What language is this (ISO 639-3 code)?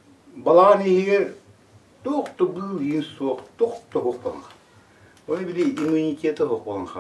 sah